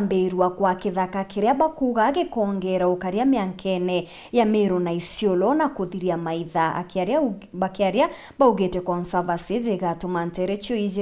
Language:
Meru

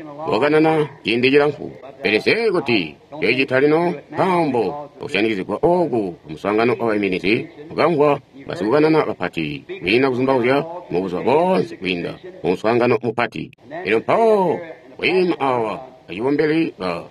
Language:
Tonga (Zambia)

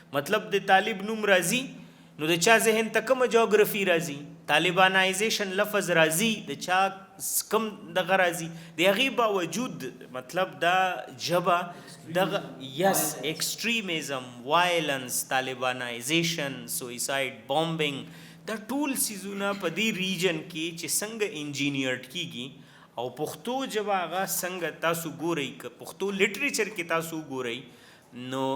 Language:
Pashto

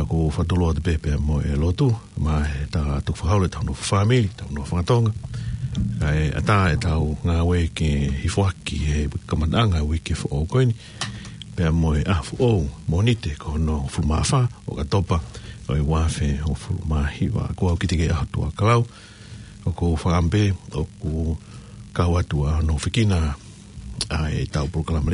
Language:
Tongan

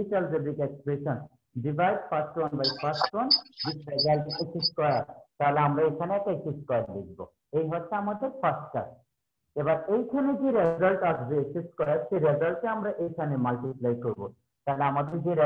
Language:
Bangla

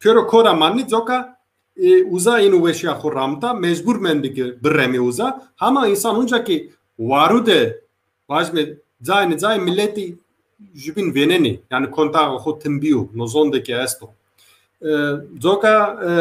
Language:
Zaza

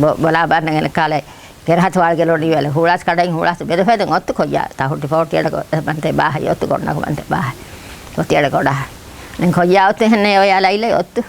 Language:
Divehi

